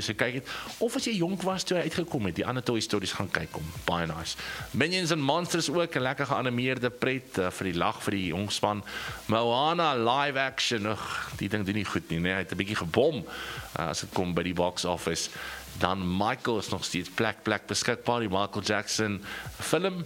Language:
Afrikaans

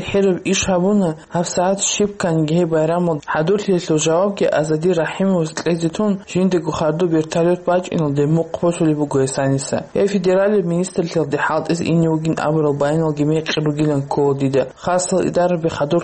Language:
Avaric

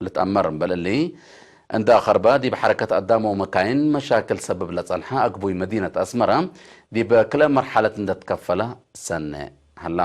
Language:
Tigre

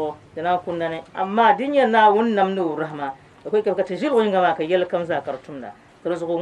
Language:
Dagbani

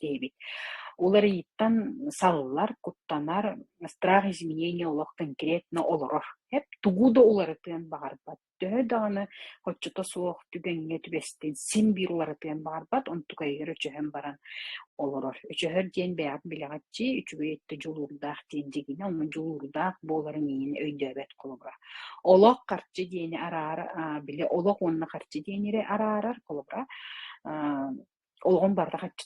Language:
Yakut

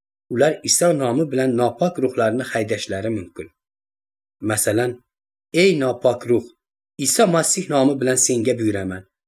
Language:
Uzbek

